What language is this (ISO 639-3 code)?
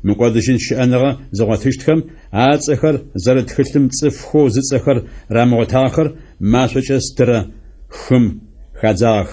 ady